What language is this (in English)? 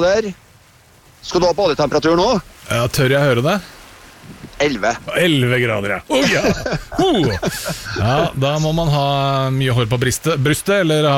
Norwegian